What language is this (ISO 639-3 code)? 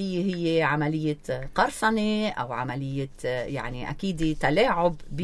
apc